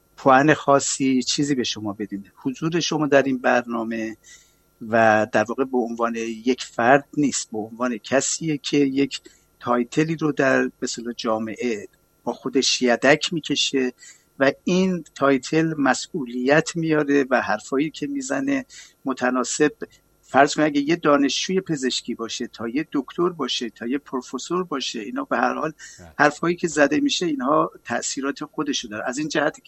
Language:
Persian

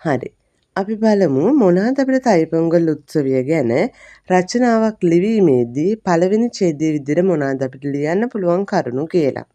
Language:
Sinhala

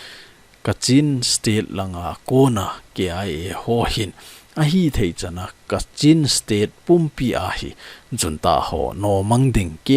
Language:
Thado Chin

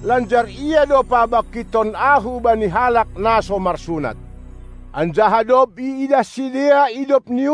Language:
Batak Simalungun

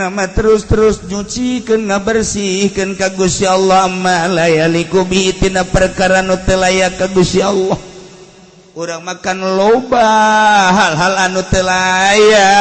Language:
Sundanese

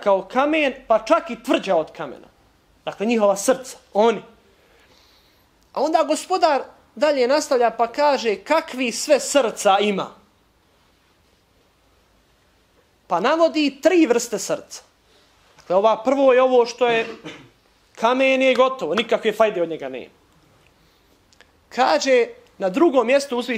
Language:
Bosnian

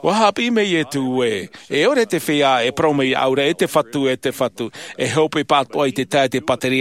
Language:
Tahitian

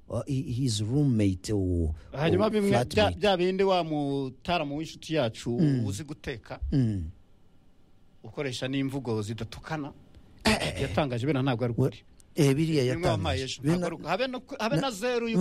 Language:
Kinyarwanda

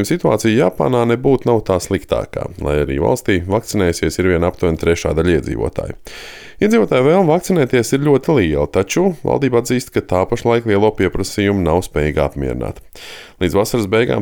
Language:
Latvian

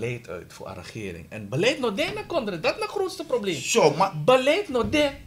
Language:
Sranan Tongo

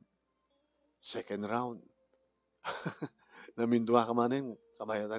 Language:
Iloko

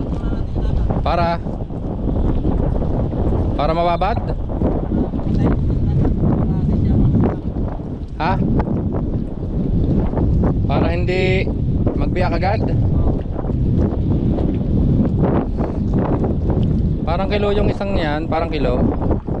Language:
Filipino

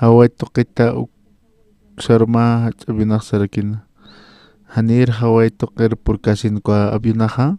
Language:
Aymara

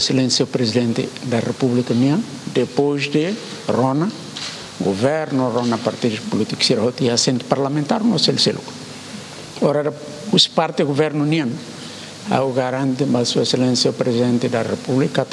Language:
Tetum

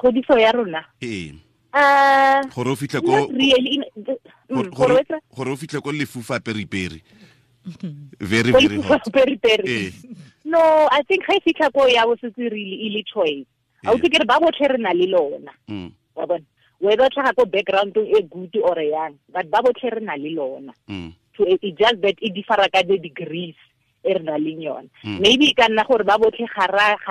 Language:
Tswana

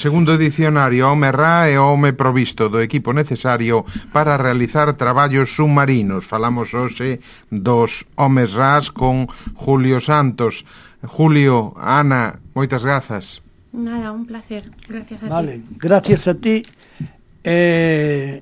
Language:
Galician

